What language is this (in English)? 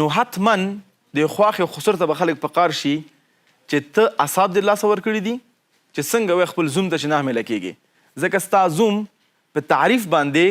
Pashto